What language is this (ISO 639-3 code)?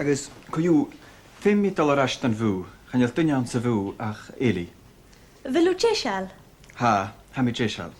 gla